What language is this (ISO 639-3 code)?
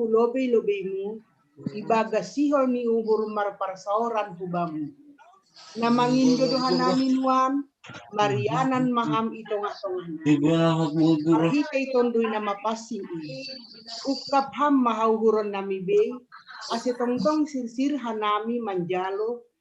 bts